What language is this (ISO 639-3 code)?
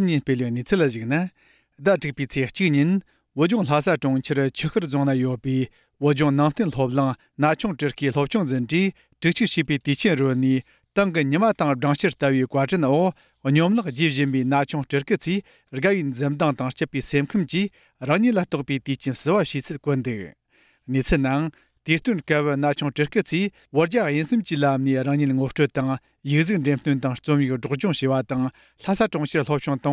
bod